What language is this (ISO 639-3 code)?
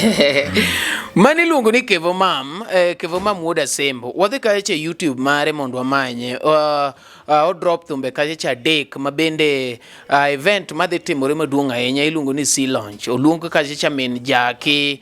luo